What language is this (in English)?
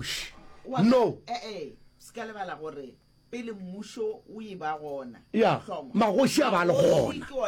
Northern Sotho